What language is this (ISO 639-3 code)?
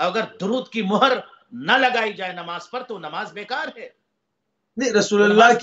urd